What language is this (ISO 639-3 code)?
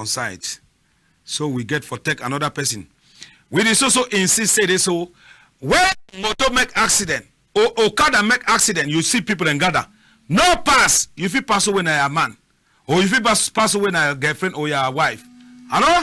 wes